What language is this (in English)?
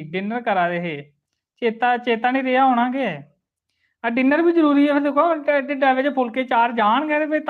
Dogri